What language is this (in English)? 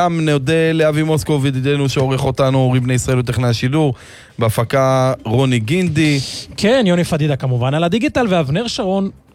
Hebrew